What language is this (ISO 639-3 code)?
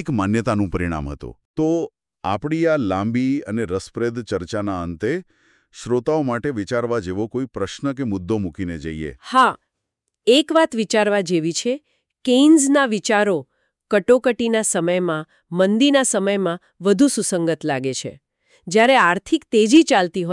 guj